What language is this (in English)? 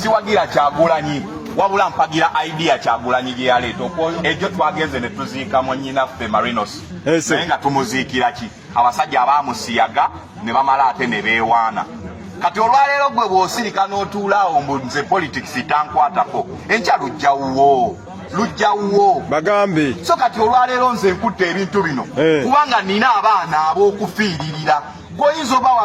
Ganda